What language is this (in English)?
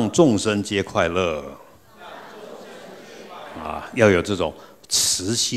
Chinese